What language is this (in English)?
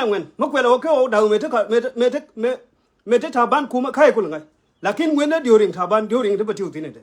Nuer